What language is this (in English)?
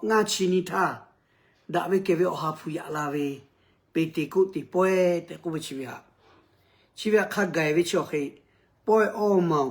Lahu